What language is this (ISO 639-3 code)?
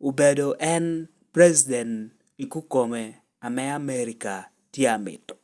laj